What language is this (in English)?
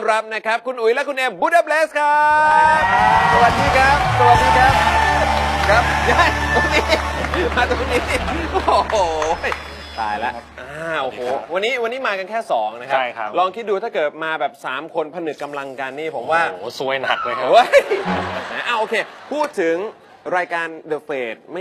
Thai